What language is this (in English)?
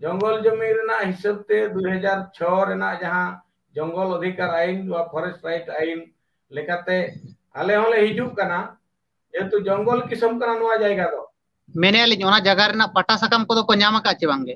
Santali